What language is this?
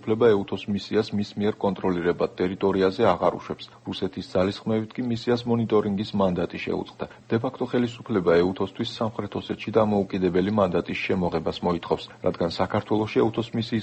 Georgian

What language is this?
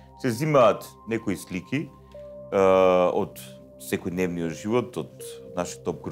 Macedonian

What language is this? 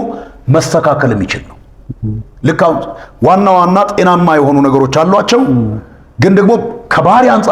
Amharic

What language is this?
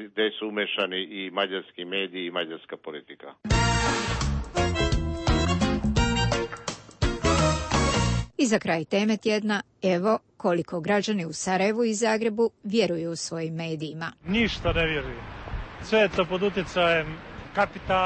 Croatian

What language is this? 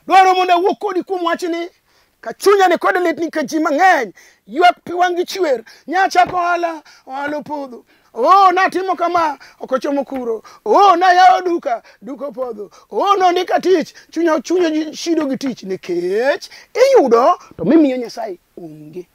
Luo (Kenya and Tanzania)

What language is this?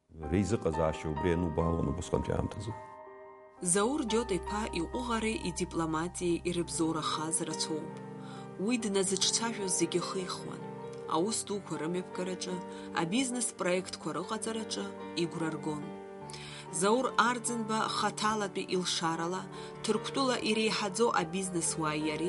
Abkhazian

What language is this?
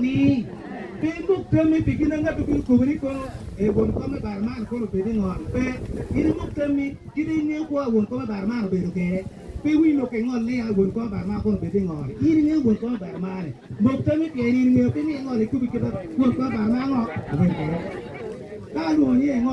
Acoli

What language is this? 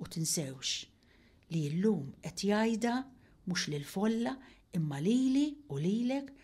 Maltese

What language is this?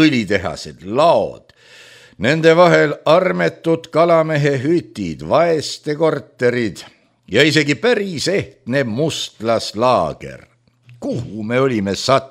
Estonian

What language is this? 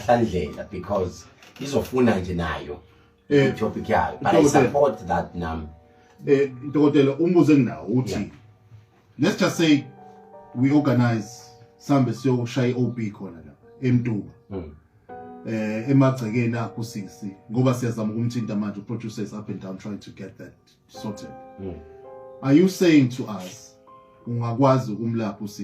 Zulu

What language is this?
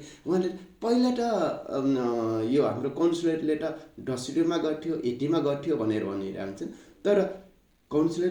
Nepali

